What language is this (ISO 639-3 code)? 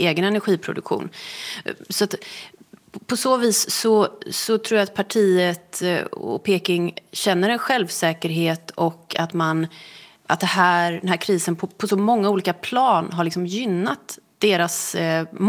swe